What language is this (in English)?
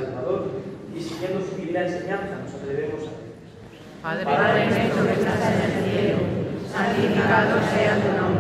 Spanish